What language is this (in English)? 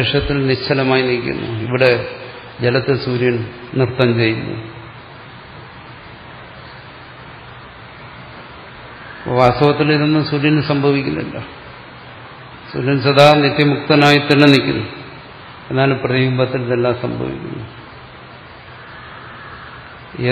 Malayalam